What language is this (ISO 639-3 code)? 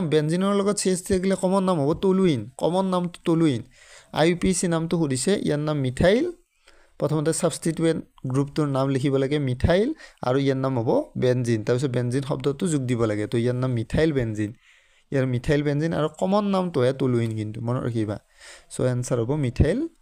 asm